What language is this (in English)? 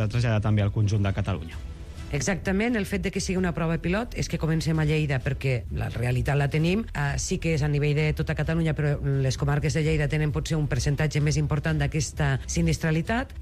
Catalan